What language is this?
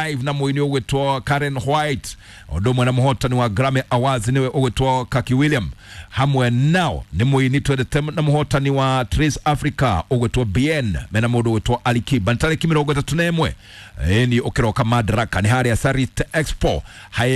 Kikuyu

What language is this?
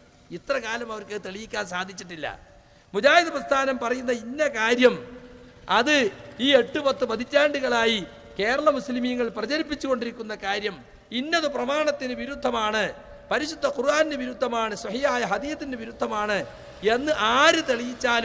Malayalam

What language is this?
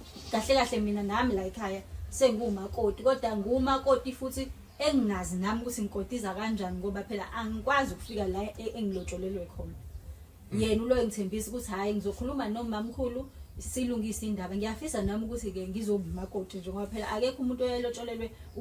Zulu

